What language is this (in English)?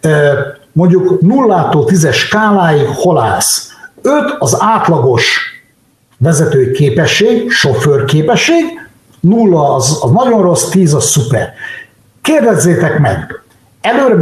Hungarian